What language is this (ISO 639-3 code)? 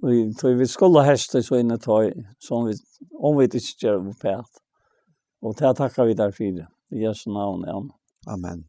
fao